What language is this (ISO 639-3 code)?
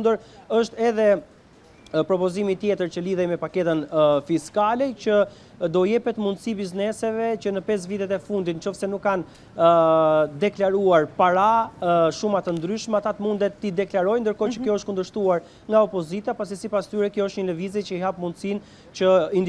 sqi